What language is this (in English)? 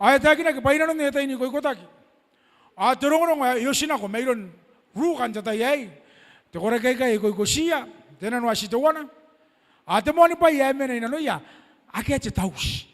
Gilbertese